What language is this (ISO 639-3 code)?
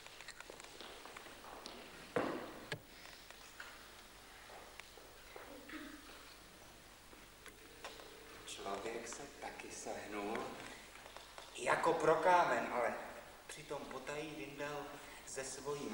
ces